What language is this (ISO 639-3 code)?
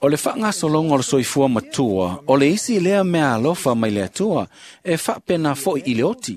smo